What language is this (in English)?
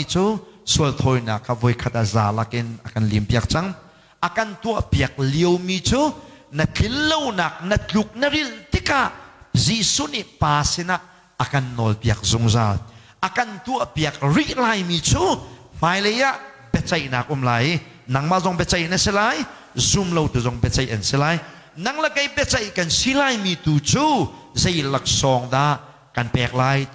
Hakha Chin